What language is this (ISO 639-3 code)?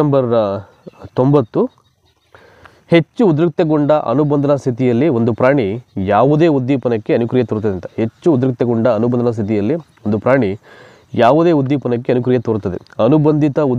kan